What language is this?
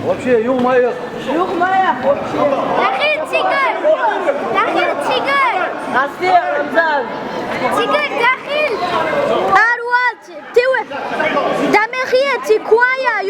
Chechen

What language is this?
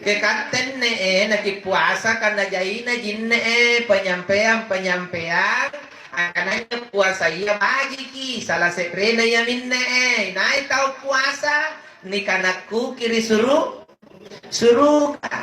Makasar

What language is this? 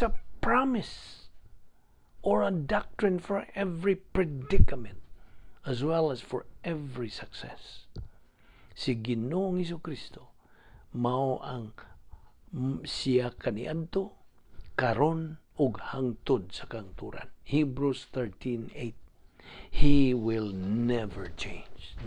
Cebuano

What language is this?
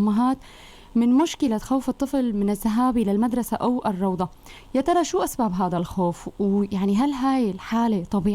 North Levantine Arabic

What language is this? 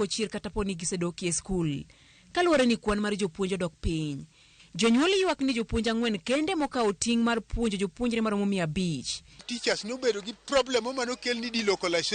Luo (Kenya and Tanzania)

